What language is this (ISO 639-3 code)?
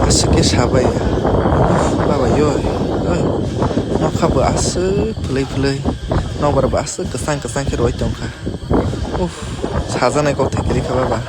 trp